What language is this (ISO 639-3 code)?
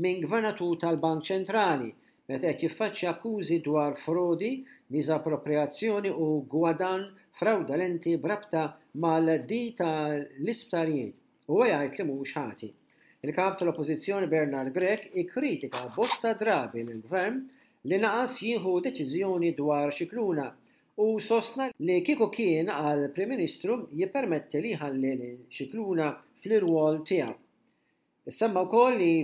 mlt